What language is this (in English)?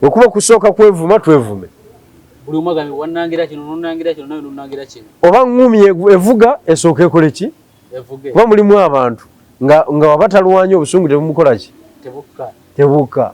Ganda